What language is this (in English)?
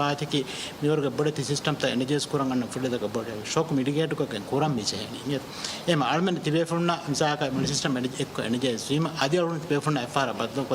Divehi